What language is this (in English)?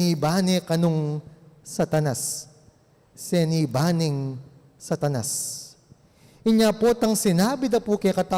Pampanga